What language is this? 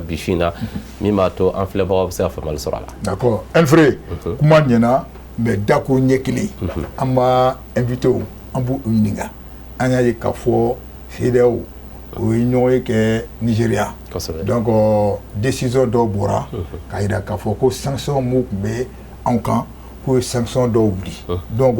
Bambara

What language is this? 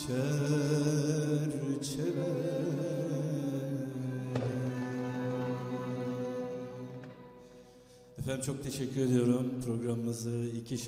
Turkish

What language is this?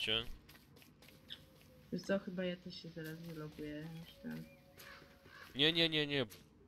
Polish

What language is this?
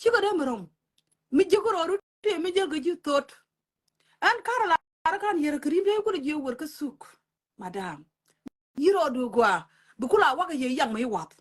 Nuer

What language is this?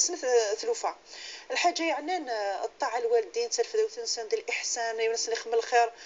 Kabyle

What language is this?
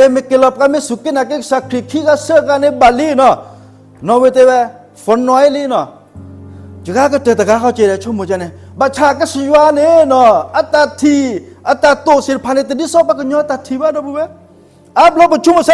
S'gaw Karen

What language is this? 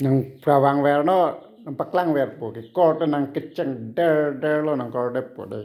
Karbi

